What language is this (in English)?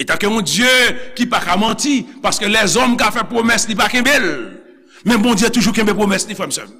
Haitian Creole